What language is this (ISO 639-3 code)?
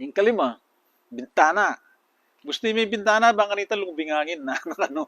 pam